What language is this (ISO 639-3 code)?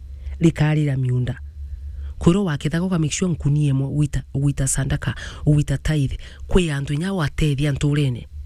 mer